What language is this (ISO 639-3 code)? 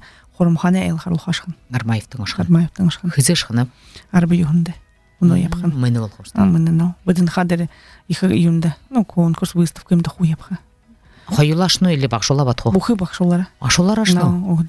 bua